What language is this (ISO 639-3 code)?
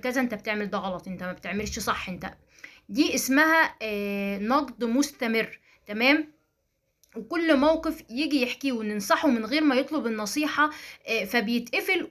arz